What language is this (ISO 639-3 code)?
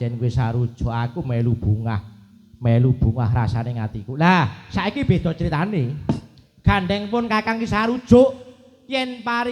jav